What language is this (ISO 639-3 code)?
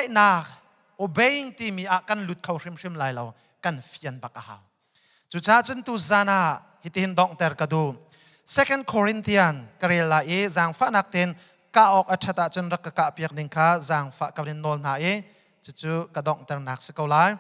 cnh